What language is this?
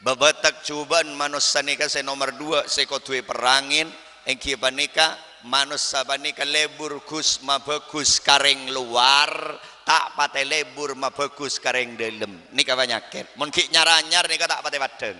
Madurese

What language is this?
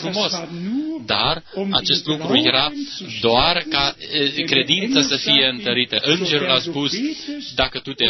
Romanian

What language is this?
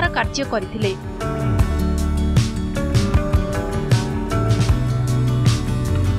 Odia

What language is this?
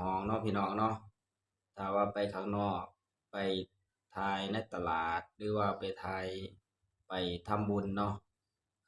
Northeastern Thai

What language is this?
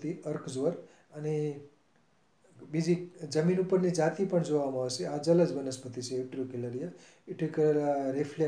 Gujarati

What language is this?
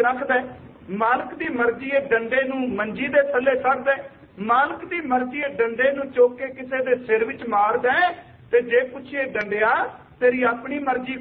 Punjabi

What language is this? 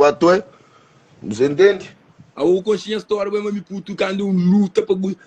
Kabuverdianu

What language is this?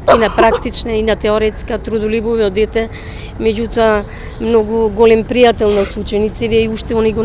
Macedonian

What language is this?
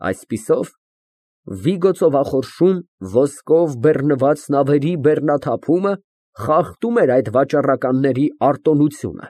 Armenian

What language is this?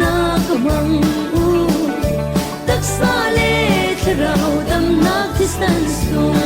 Falam Chin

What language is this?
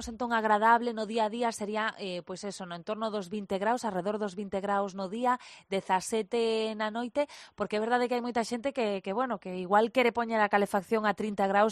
Galician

